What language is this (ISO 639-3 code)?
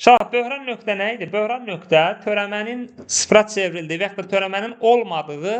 aze